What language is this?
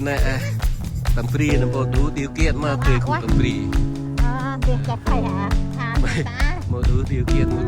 Central Mnong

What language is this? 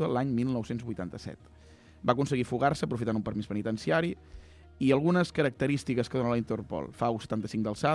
Catalan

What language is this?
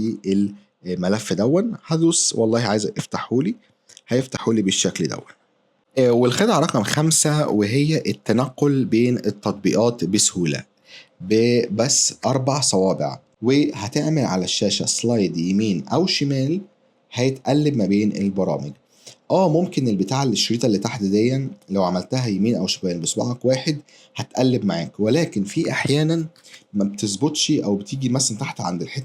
Egyptian Arabic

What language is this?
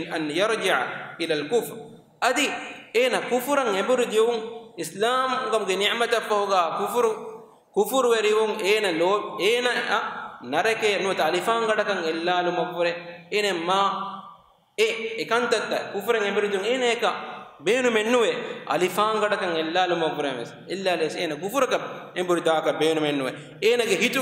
Divehi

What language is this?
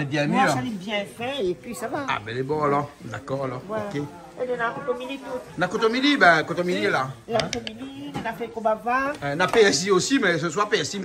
Réunion Creole French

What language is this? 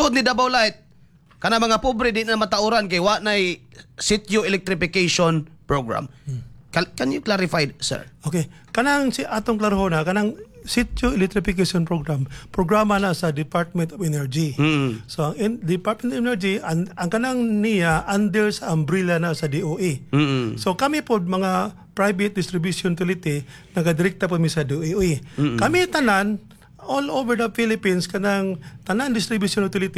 Cebuano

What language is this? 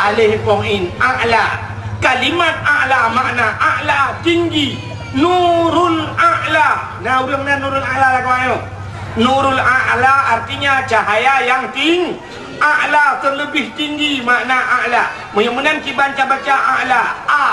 Achinese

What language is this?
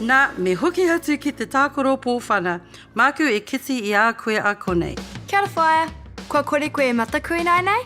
Māori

